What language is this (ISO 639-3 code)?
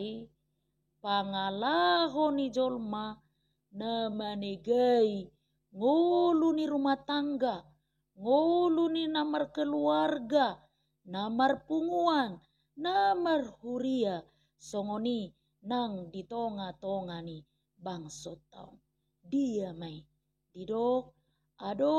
bbc